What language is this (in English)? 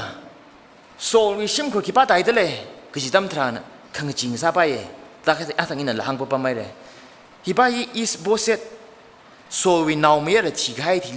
Tangkhul Naga (India)